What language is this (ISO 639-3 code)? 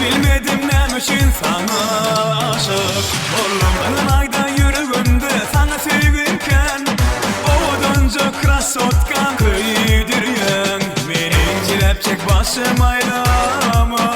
tuk